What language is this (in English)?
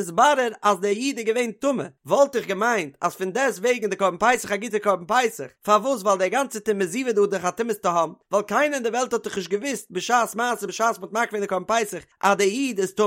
Yiddish